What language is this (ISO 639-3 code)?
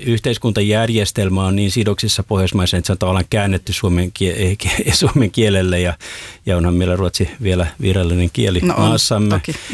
fin